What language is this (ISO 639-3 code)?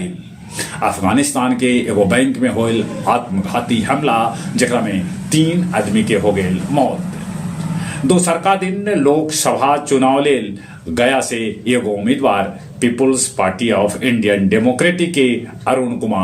mag